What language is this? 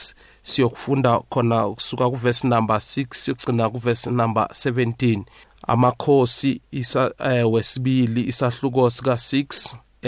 South Ndebele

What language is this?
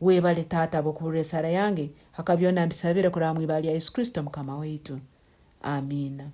Tooro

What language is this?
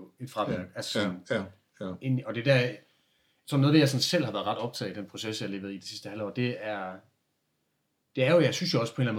Danish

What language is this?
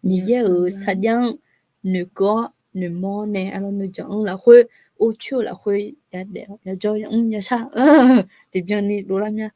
Akha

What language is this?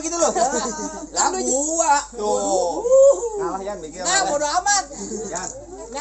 Betawi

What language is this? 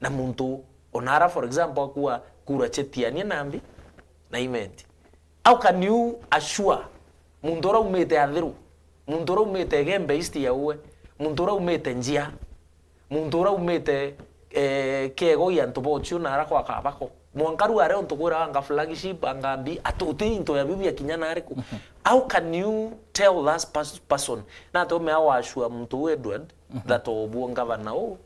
Meru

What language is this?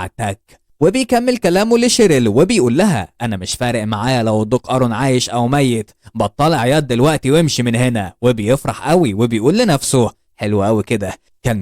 Egyptian Arabic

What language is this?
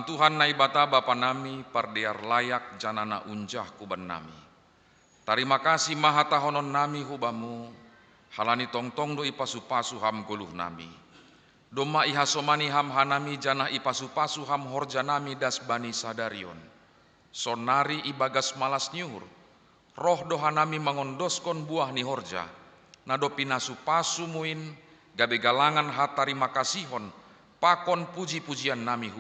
Batak Simalungun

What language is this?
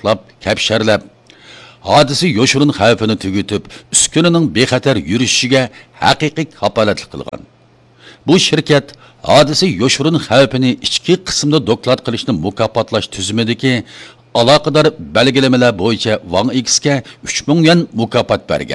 Uyghur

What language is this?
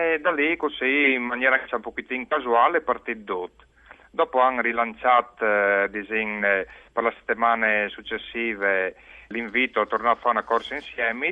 Friulian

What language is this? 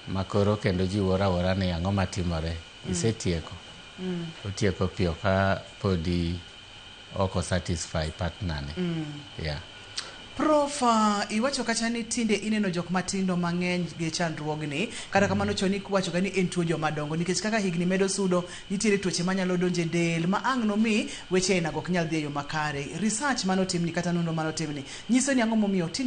Luo (Kenya and Tanzania)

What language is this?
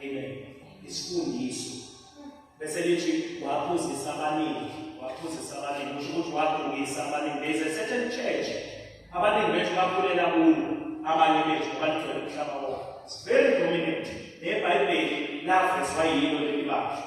Zulu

